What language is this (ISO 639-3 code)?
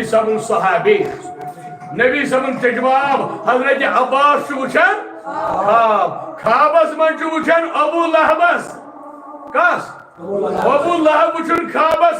kas